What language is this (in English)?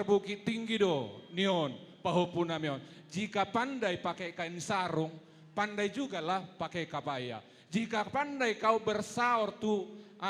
Batak Toba